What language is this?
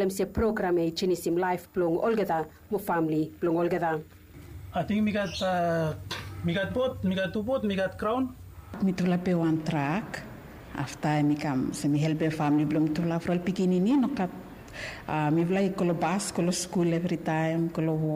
Bislama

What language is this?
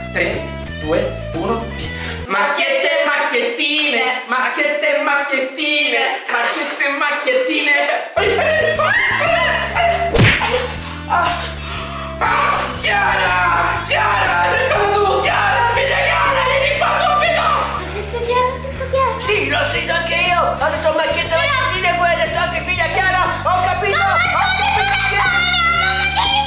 Italian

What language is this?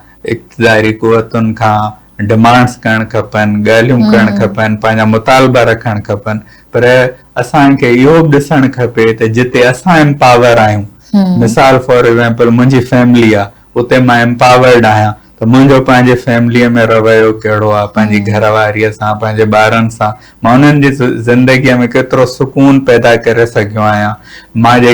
Sindhi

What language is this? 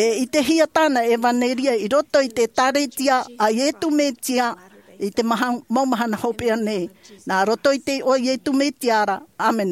Tahitian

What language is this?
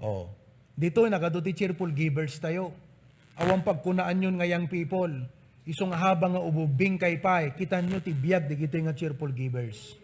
Iloko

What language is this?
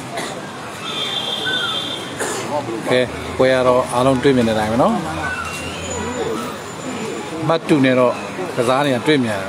Burmese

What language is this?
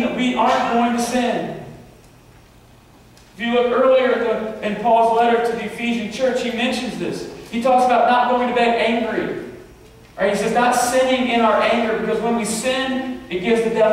English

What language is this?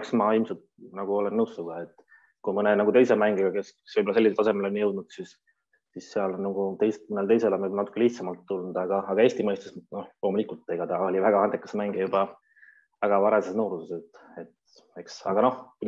Estonian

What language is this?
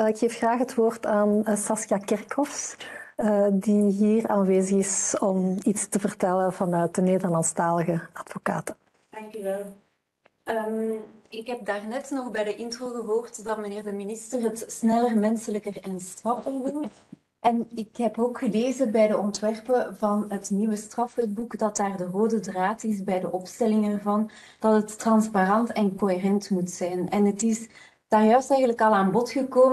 Dutch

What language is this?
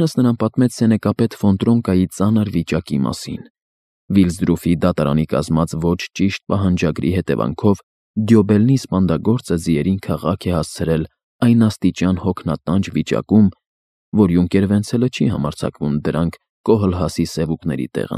Armenian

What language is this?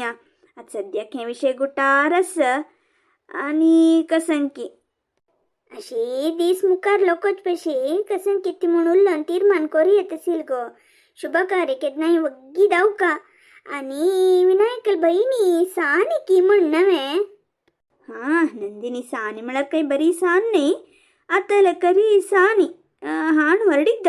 Konkani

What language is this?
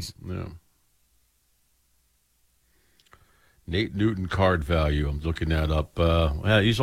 English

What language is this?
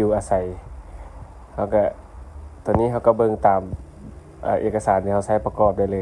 Lao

